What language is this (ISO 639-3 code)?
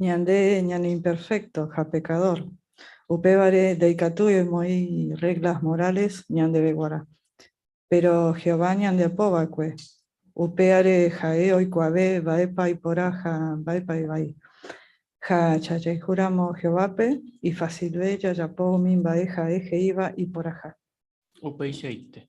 grn